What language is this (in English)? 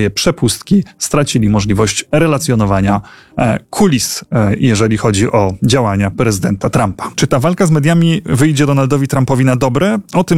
Polish